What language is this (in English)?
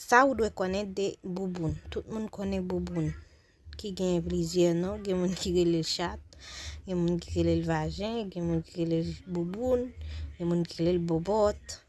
Haitian Creole